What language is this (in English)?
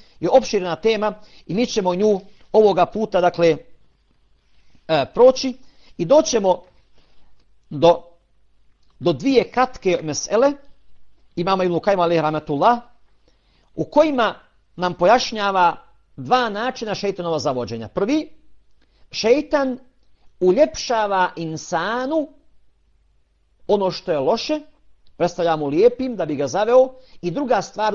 Bosnian